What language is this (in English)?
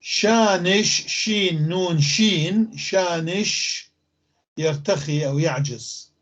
North Levantine Arabic